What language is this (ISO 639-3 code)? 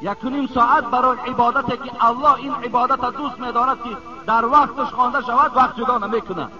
tgk